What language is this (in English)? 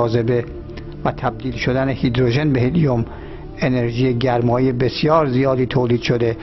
Persian